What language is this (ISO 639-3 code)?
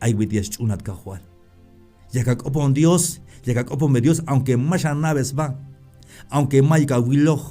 tzh